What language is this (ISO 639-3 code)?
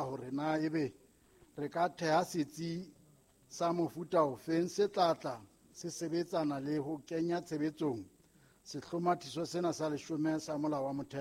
sot